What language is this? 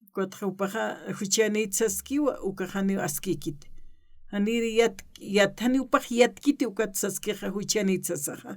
Aymara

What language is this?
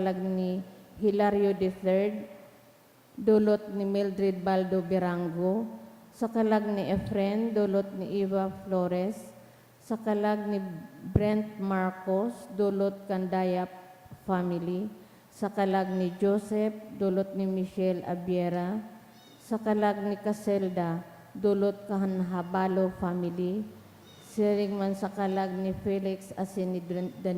Bikol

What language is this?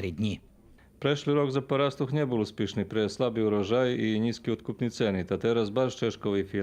Rusyn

